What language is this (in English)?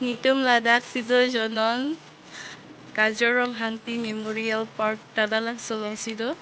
Karbi